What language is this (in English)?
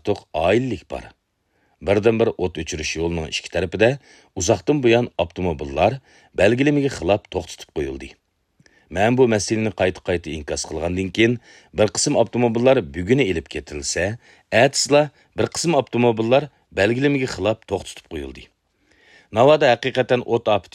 Uyghur